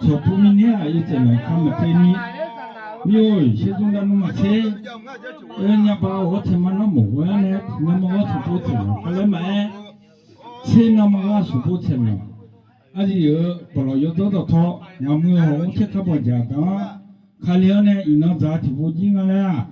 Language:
Akha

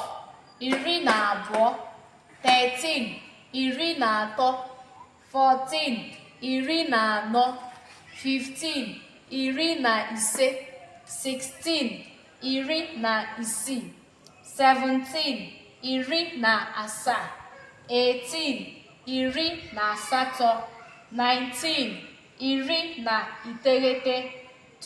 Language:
Igbo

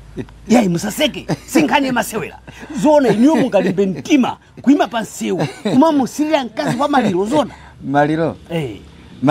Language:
Nyanja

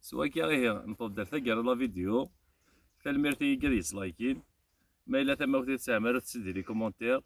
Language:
Kabyle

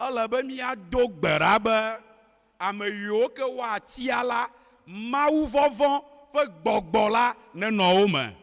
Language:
Ewe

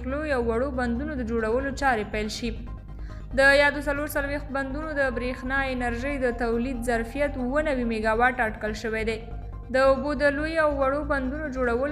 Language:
Pashto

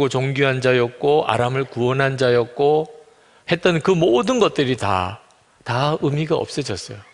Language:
Korean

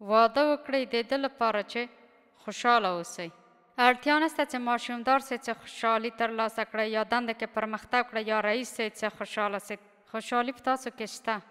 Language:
Pashto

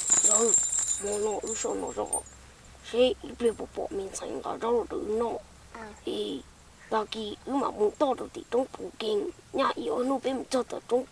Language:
Hmong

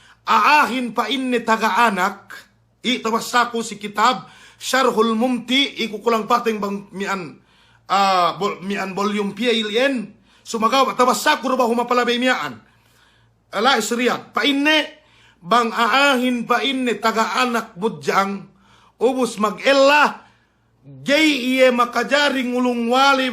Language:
Yakan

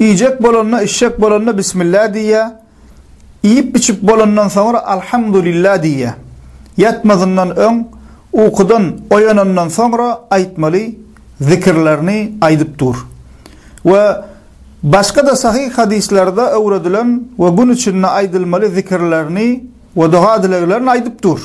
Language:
Turkmen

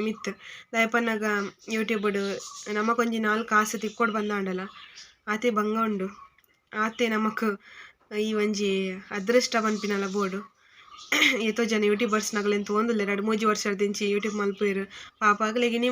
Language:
Tulu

